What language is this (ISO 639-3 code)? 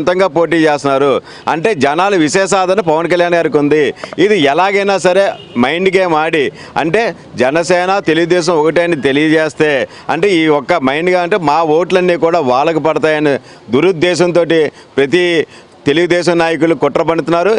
tel